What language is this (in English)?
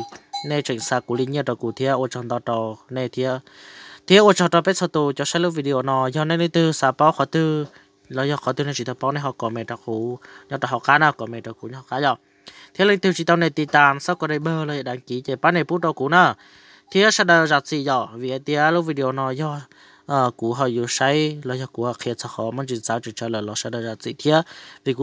Hmong